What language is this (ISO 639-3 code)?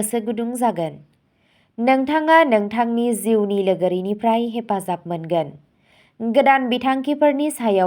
brx